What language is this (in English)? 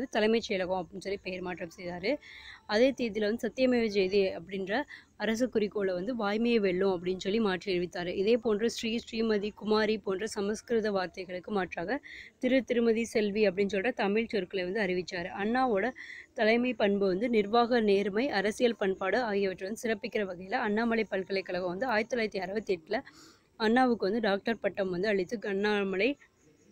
Tamil